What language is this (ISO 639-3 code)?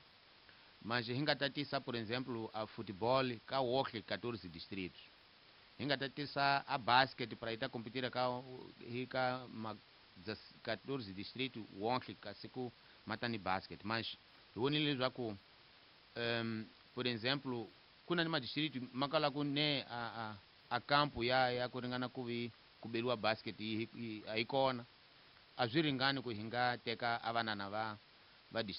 tso